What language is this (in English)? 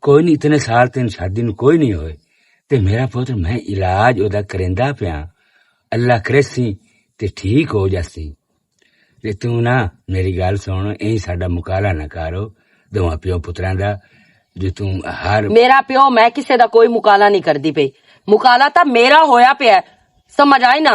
Western Panjabi